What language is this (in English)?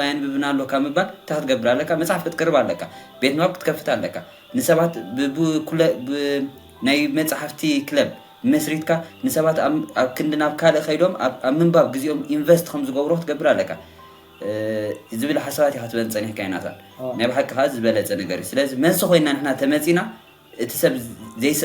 Tigrinya